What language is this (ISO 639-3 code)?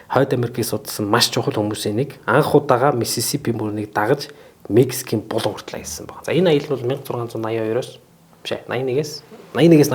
mon